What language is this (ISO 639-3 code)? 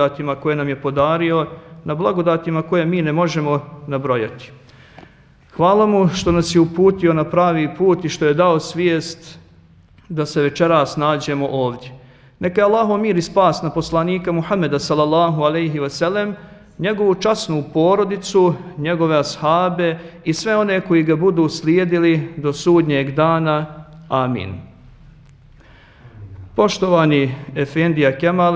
bos